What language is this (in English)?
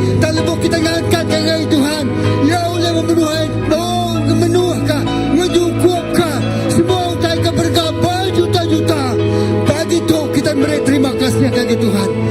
Iban